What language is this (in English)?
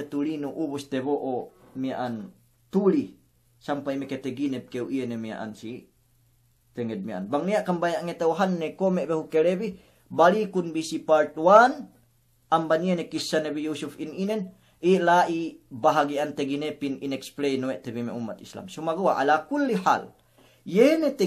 Yakan